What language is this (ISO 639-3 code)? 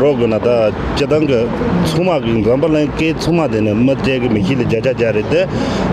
bod